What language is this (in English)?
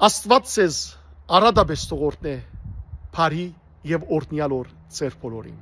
Western Armenian